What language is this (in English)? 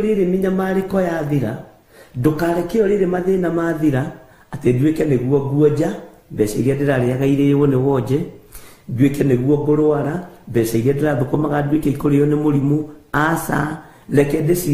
Kikuyu